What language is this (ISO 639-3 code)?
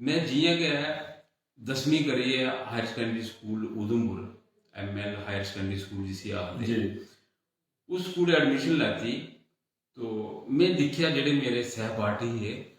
doi